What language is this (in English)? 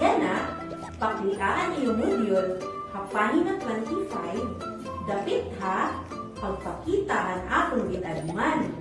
Waray